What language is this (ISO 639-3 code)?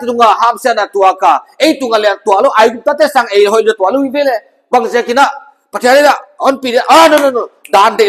pck